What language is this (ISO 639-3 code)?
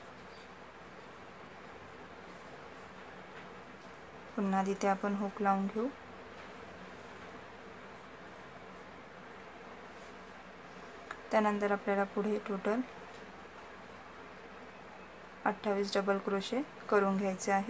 mar